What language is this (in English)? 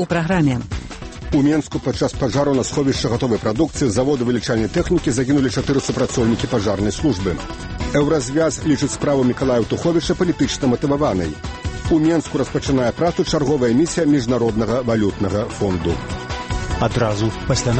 Belarusian